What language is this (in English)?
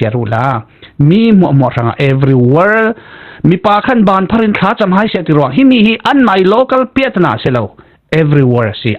Falam Chin